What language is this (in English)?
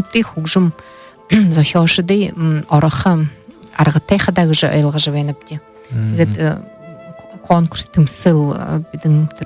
Buriat